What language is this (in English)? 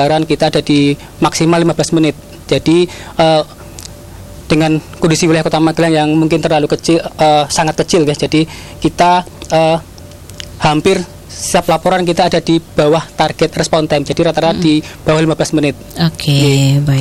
Indonesian